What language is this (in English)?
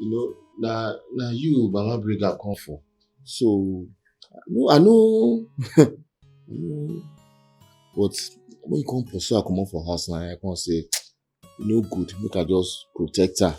Nigerian Pidgin